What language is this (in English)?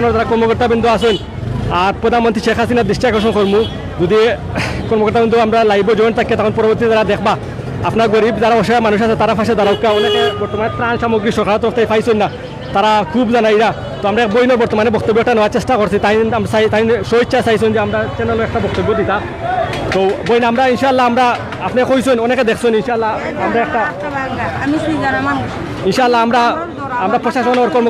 Sylheti